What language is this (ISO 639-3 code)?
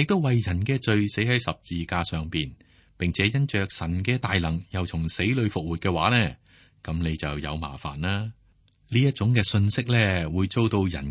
yue